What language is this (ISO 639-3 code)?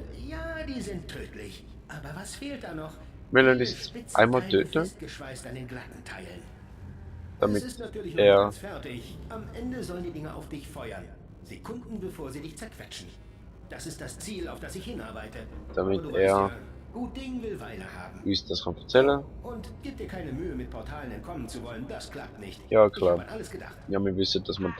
gsw